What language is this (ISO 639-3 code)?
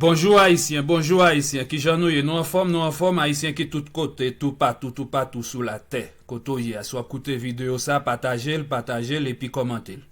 hat